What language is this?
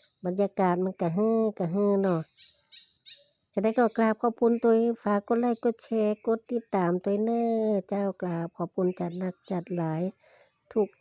Lao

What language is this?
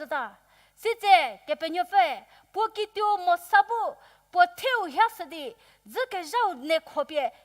Angami Naga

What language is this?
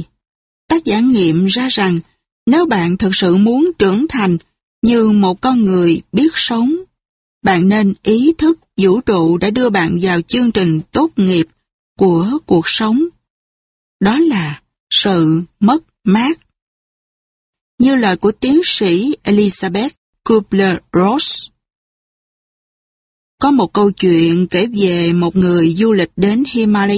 Vietnamese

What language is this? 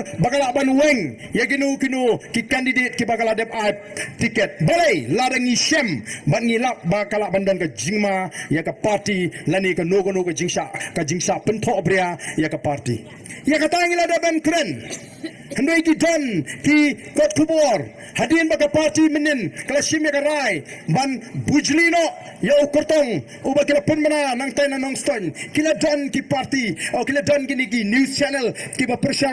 Khasi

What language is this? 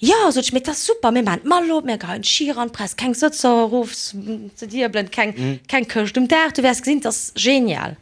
Luxembourgish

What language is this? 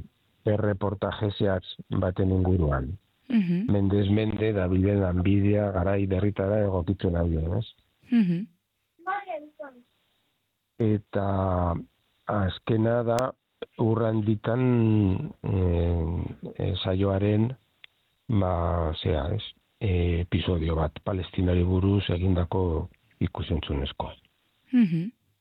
Basque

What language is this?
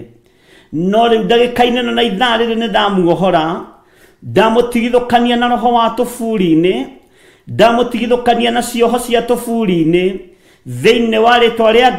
Kikuyu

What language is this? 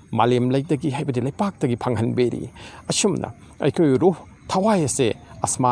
Manipuri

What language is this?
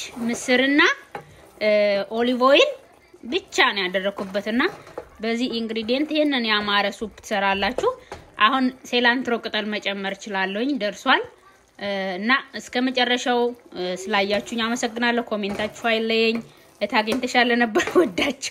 Amharic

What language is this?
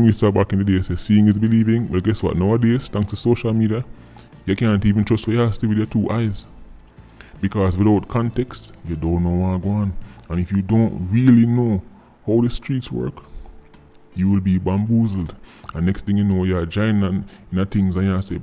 Jamaican Creole English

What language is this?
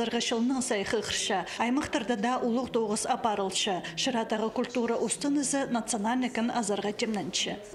Khakas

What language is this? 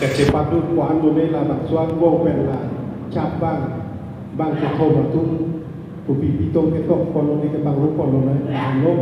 Karbi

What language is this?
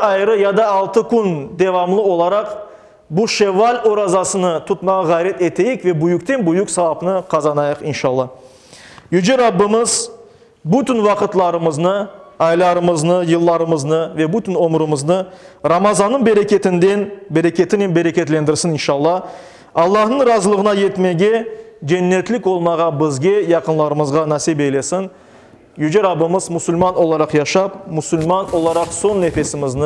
Crimean Tatar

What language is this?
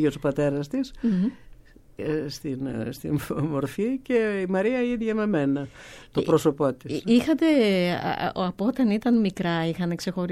Greek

